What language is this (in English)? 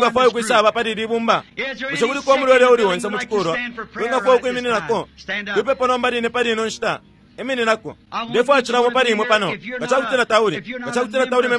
Bemba